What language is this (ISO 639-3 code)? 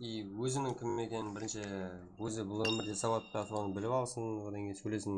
kaa